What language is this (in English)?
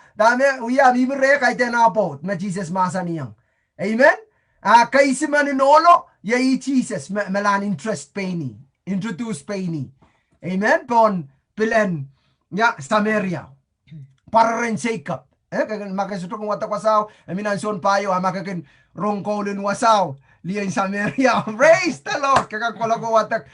Pohnpeian